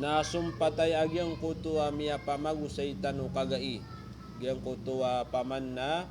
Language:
Maranao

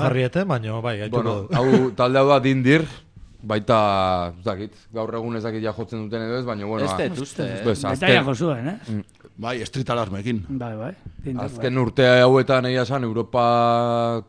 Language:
Basque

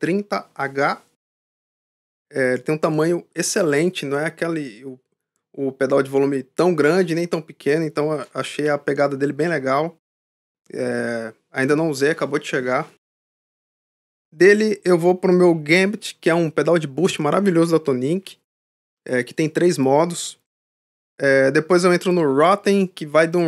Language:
Portuguese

